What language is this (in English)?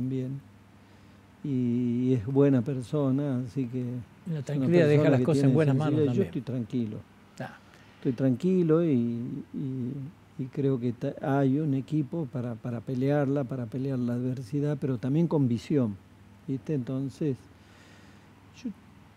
Spanish